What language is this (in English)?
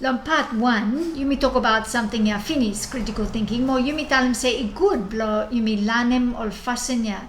Bislama